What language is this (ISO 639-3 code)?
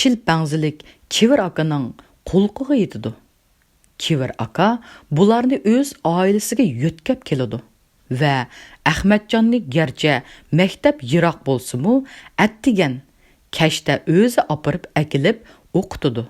uig